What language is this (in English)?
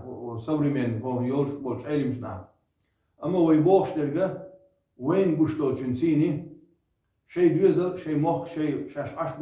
Chechen